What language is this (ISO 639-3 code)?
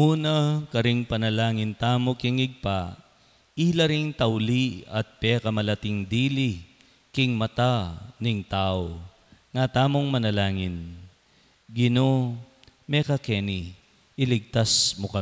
pam